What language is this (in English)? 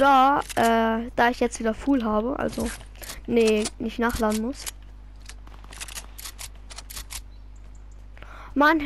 German